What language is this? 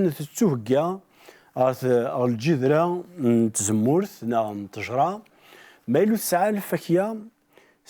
Kabyle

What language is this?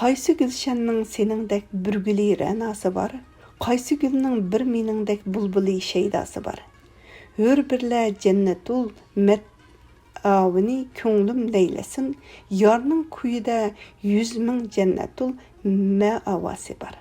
Uyghur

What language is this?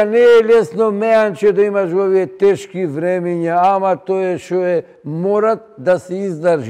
Macedonian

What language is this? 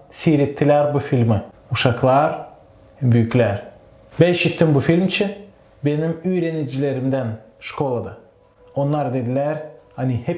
Gagauz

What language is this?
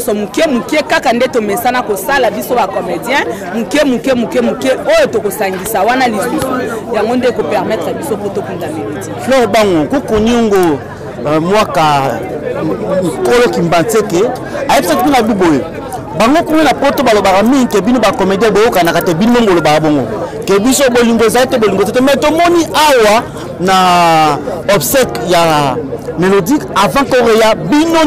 Lingala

